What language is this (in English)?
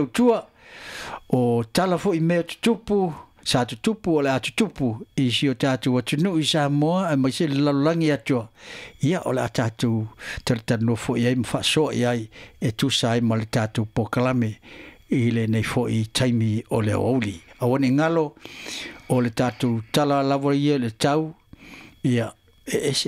Samoan